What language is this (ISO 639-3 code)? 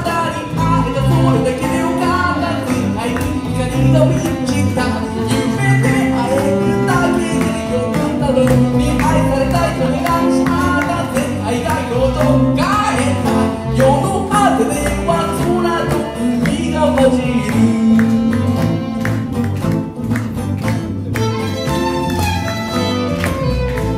jpn